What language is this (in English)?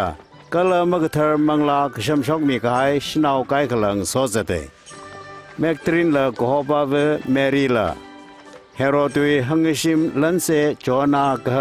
Tangkhul Naga (India)